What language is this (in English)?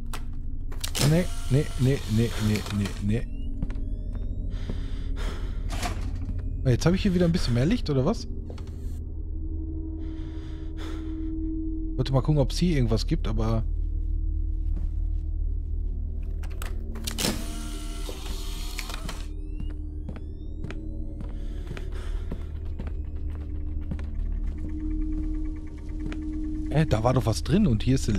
German